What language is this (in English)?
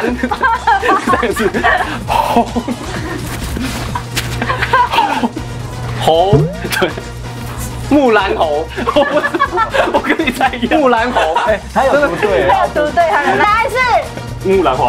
Chinese